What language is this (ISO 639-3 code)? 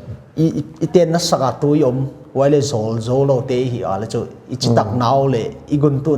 pck